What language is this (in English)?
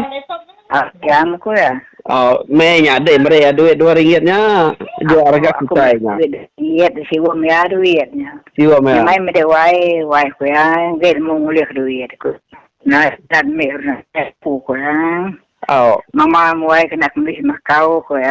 Iban